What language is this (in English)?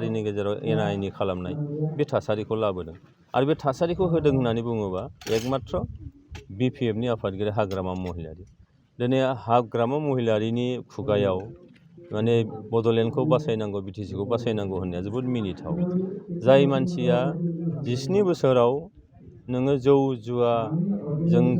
Bodo